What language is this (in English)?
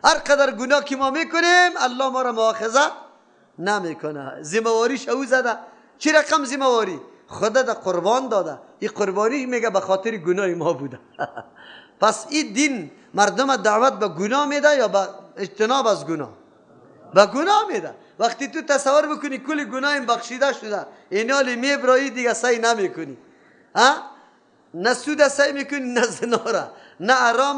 Persian